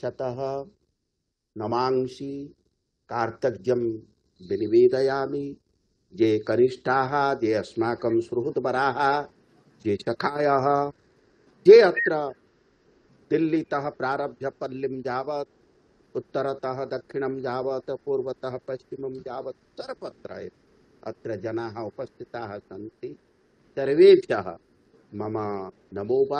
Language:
Sanskrit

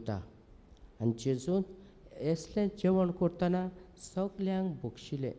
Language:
Konkani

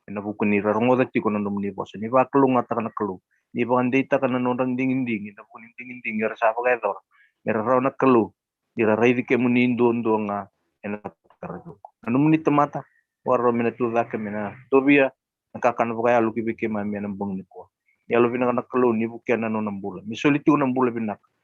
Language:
Fijian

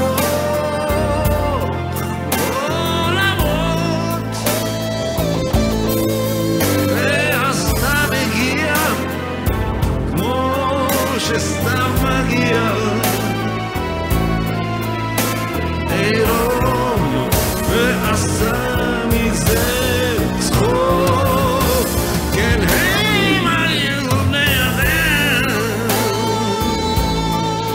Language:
Hebrew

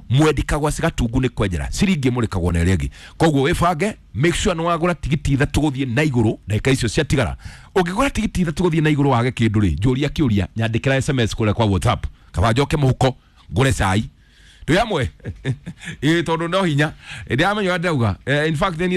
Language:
Kikuyu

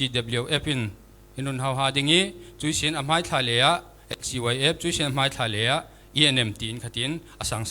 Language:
Falam Chin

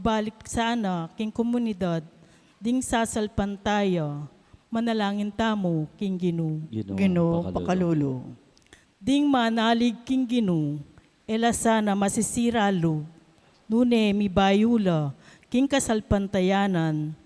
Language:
Pampanga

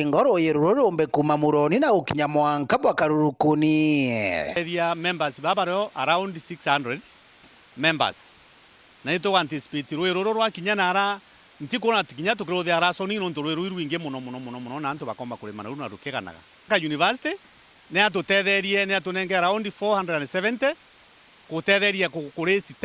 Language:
Meru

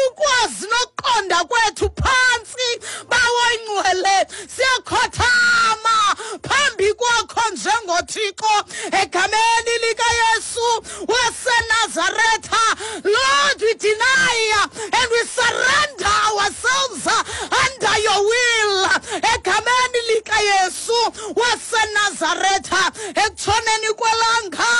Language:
Xhosa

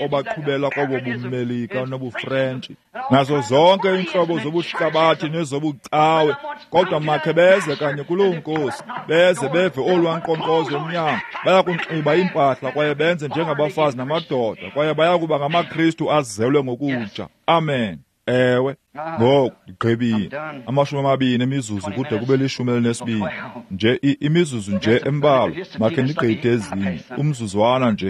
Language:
Xhosa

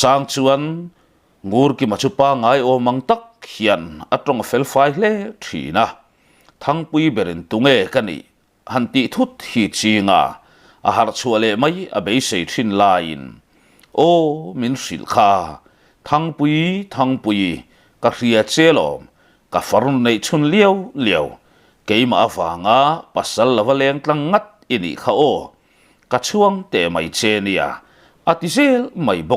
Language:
Mizo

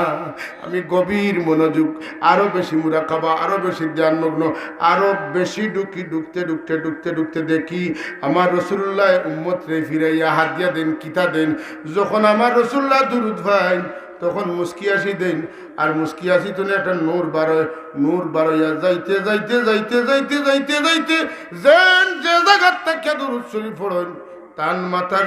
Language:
Sylheti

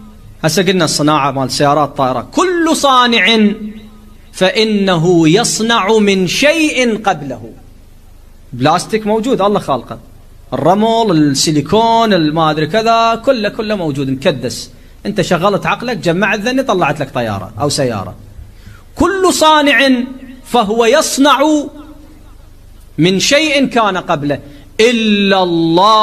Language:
Mesopotamian Arabic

